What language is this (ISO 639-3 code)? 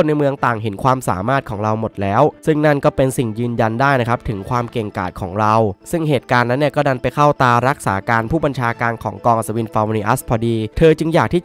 tha